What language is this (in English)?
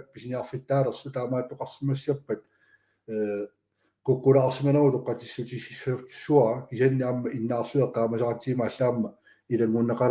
Kalaallisut